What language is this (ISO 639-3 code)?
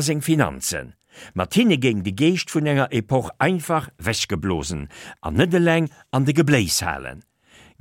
ltz